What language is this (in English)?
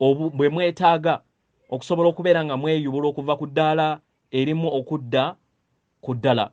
Ganda